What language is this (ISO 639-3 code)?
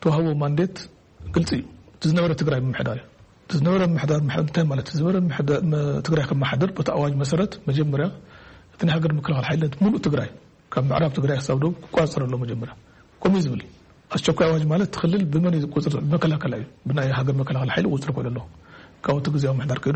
tir